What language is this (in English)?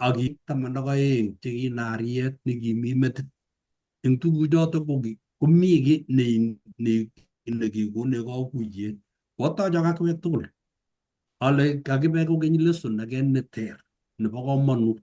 Kalenjin